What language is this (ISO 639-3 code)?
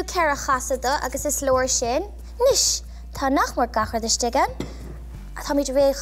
gle